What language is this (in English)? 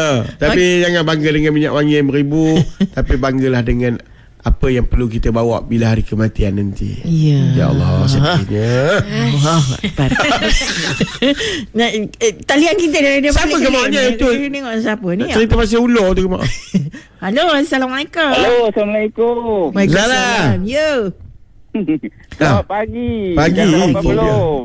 Malay